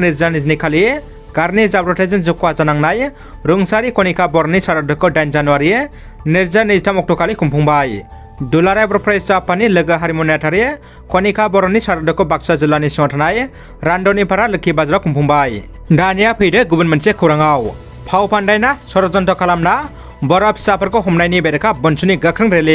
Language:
Bodo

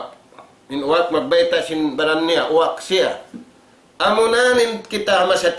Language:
Tausug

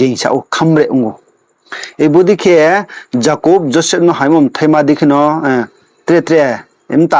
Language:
Riang (India)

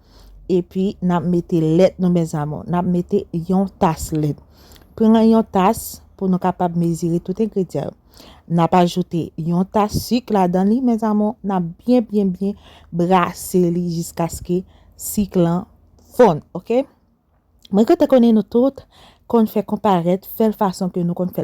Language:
Haitian Creole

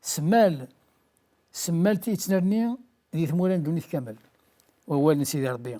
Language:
Kabyle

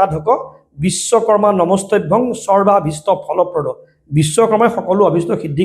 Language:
Assamese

